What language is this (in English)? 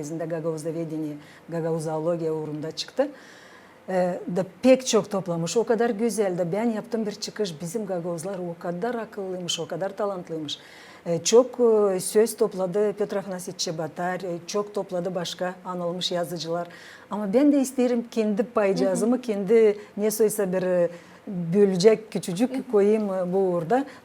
Gagauz